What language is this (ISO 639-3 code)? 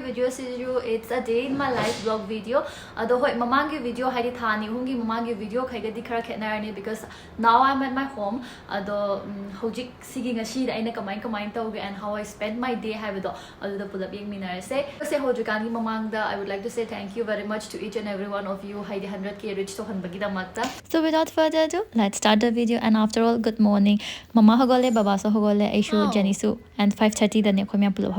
mni